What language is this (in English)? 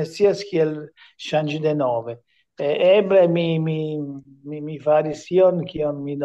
Esperanto